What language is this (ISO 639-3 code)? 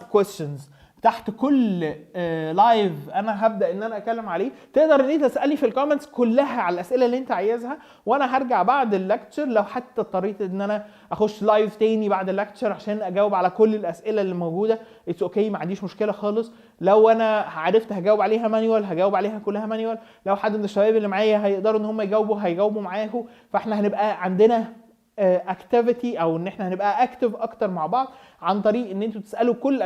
arz